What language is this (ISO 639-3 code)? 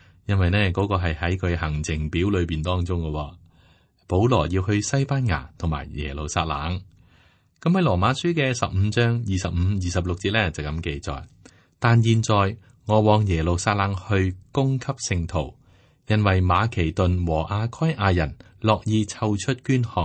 yue